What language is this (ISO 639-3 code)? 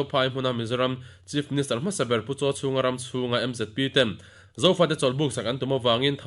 lus